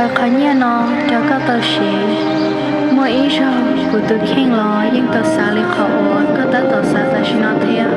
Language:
Hmong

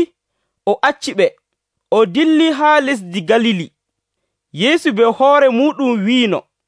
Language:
Nigerian Fulfulde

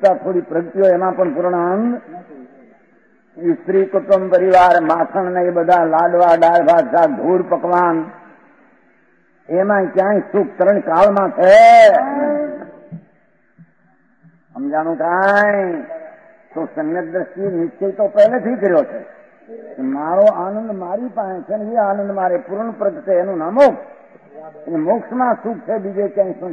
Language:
Gujarati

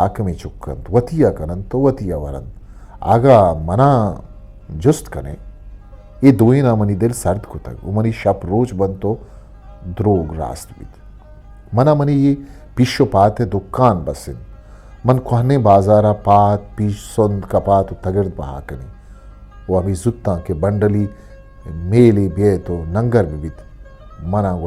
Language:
Eastern Balochi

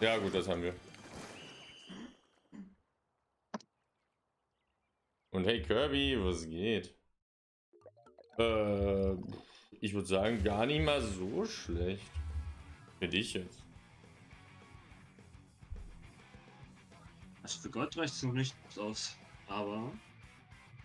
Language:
German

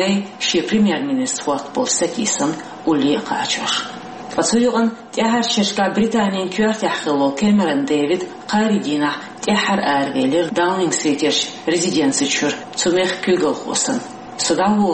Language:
Chechen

